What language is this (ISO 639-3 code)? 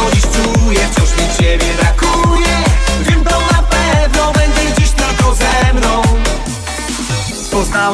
pol